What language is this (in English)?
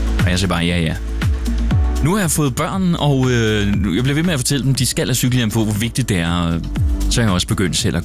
Danish